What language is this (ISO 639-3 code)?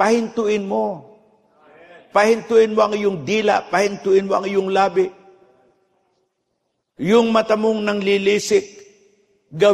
fil